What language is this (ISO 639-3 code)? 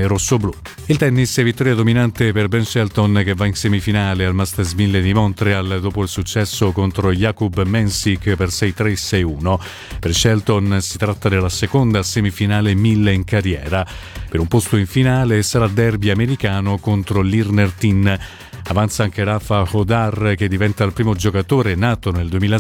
ita